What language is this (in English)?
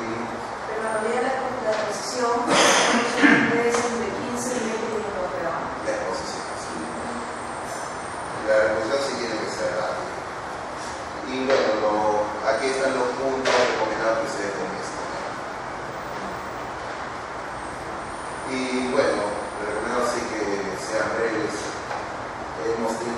Spanish